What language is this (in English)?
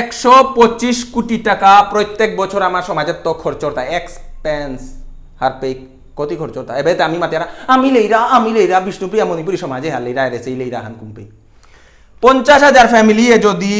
Bishnupriya